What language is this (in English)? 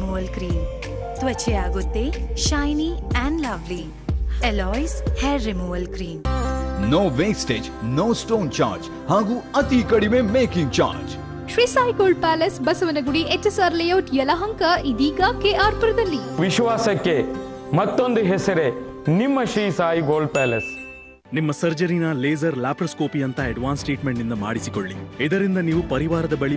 Kannada